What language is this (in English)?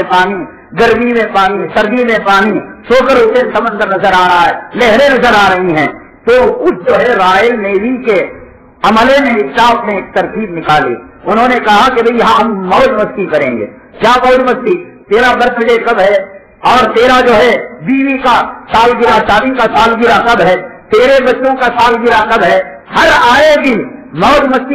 Urdu